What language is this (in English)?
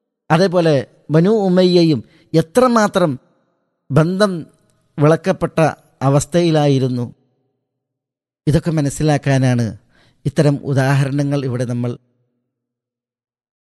Malayalam